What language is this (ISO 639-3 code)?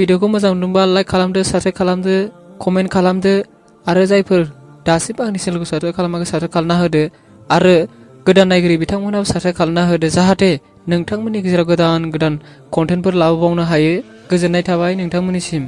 brx